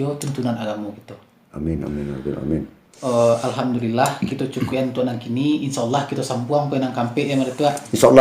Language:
Minangkabau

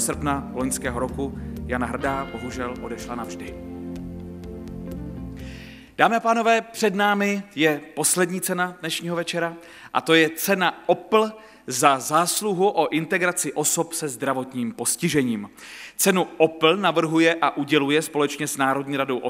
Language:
Czech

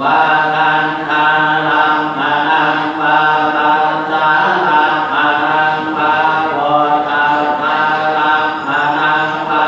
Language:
Pali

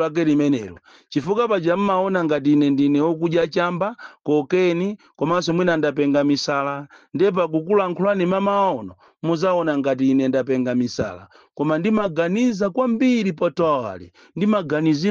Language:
Nyanja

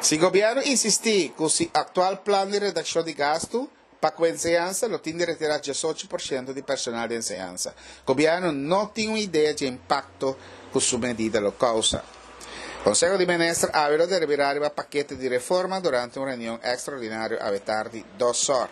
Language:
Papiamento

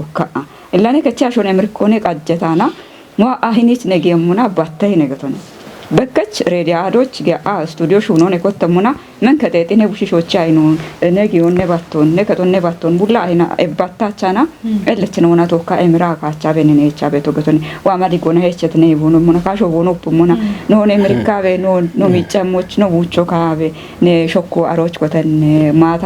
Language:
Kafa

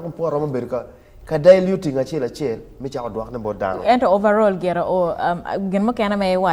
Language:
Acoli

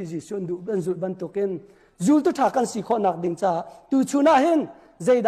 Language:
Hakha Chin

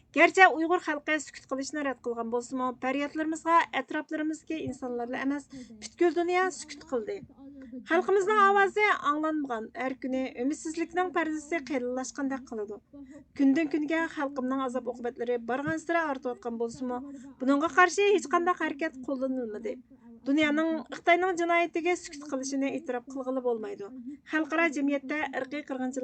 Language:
Uyghur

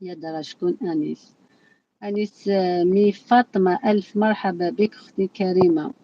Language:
Algerian Arabic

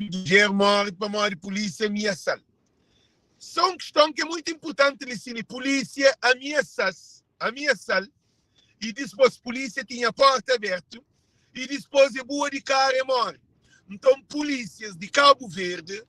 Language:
Kabuverdianu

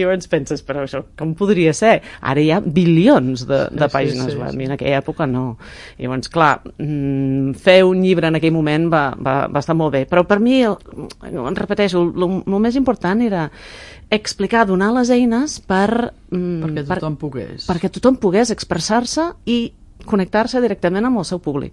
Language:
Catalan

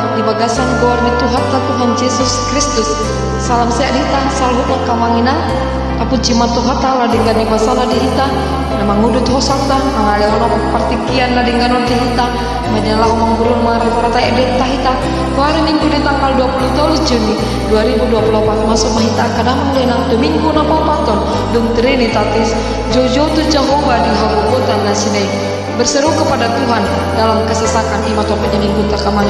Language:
Batak Toba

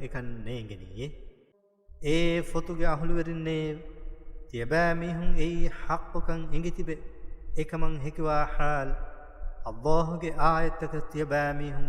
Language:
Divehi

